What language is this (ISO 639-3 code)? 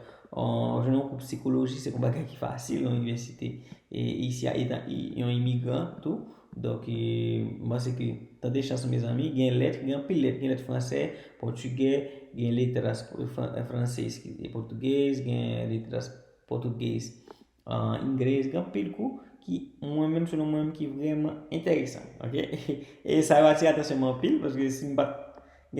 hat